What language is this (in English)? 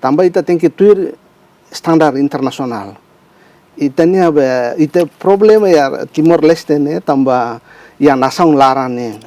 Tetum